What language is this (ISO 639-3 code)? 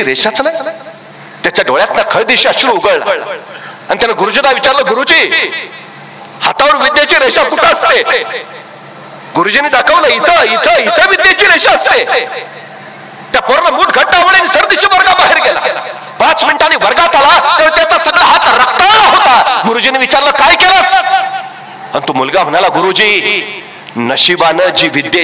mar